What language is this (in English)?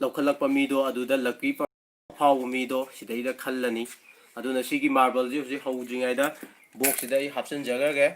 Manipuri